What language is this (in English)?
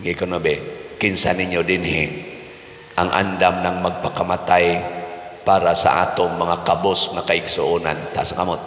Cebuano